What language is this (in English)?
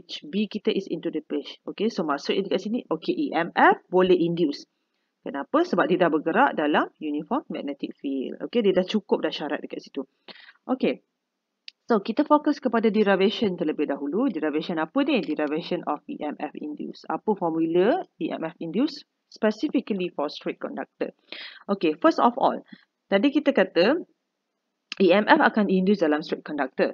Malay